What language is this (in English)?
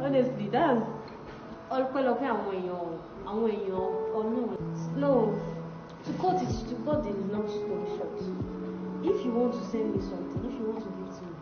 Nigerian Pidgin